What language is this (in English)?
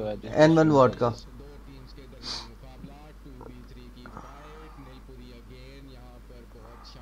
Hindi